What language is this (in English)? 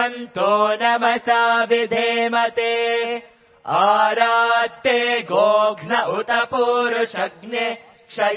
Sanskrit